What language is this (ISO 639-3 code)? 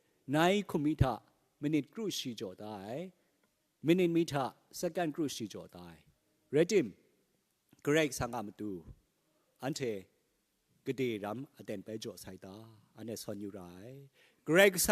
kac